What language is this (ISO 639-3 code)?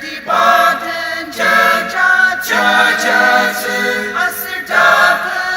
njo